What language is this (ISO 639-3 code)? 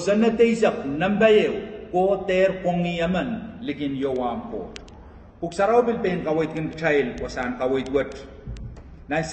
pon